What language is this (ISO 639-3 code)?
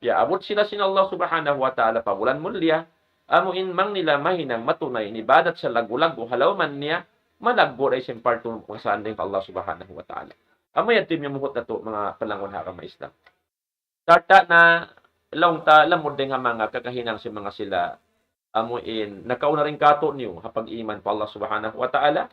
tsg